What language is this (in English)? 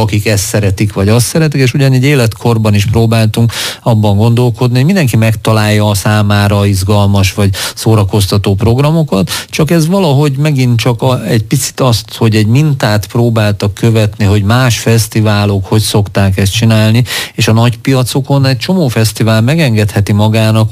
Hungarian